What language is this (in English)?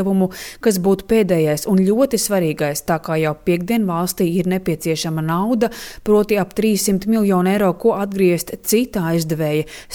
Latvian